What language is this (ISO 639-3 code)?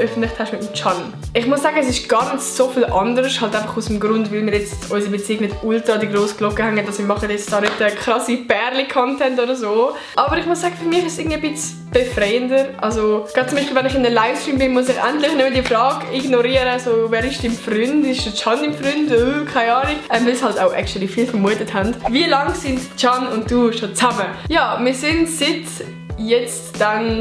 gsw